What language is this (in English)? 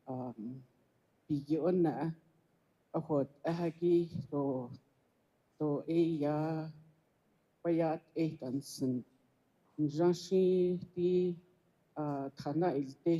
Navajo